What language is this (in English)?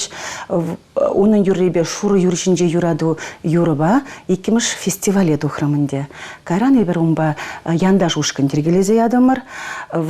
Chuvash